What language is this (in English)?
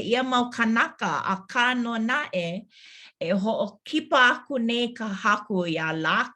Hawaiian